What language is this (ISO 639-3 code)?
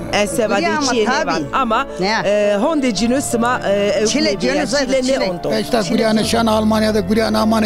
zza